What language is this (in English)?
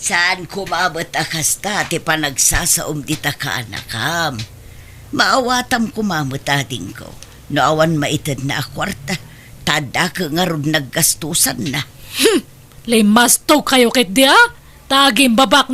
Iloko